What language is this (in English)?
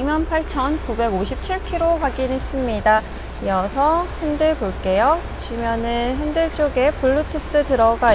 Korean